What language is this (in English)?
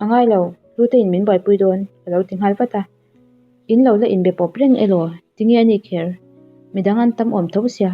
Mizo